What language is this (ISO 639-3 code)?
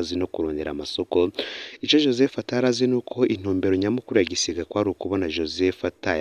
run